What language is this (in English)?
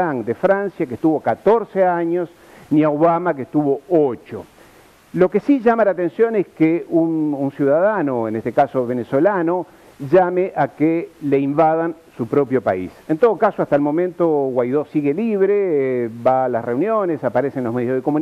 Spanish